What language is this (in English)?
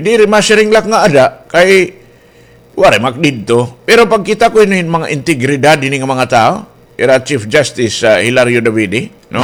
Waray